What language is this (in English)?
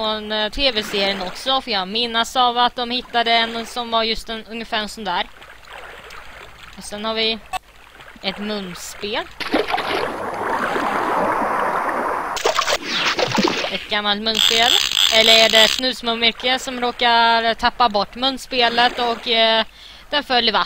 Swedish